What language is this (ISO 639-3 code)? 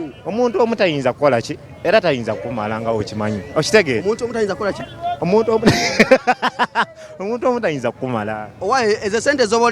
lug